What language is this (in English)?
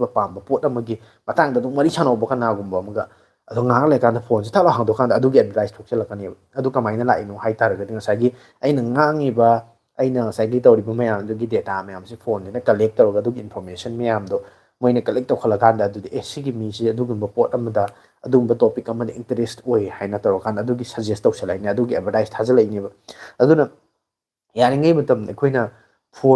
Manipuri